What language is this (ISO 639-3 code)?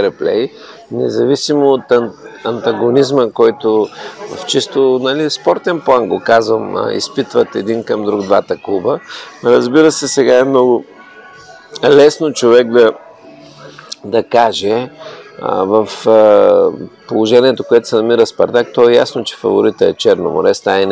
bul